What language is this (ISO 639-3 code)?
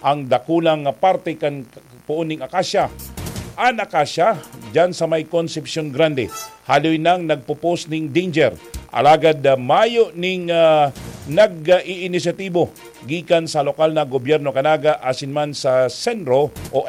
bik